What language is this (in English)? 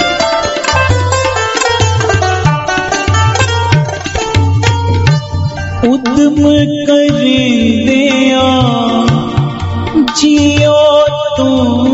Punjabi